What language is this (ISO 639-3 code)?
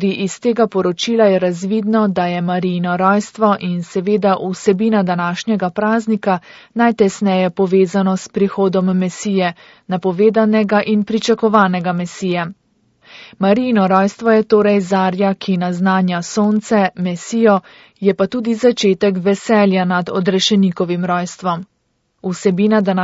slv